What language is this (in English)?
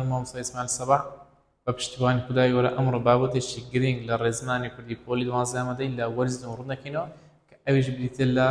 Central Kurdish